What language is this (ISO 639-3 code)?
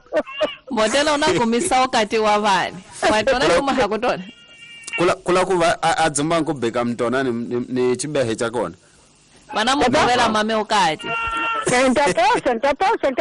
tso